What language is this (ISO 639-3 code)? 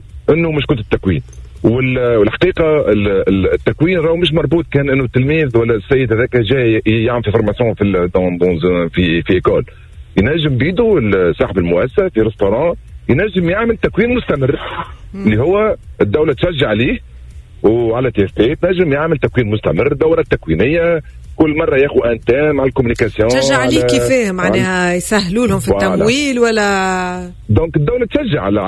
aeb